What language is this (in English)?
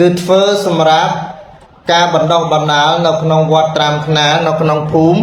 Khmer